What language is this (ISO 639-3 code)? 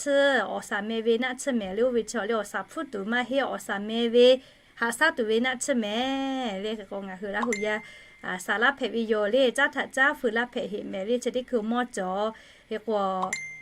lhu